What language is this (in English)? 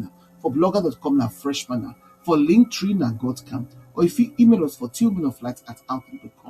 Nigerian Pidgin